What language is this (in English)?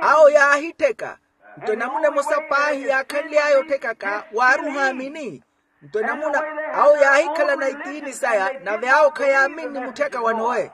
Makhuwa